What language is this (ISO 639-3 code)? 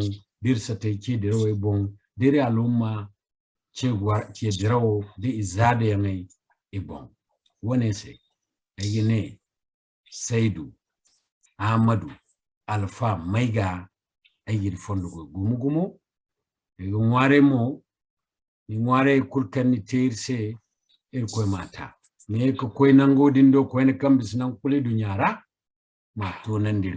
dje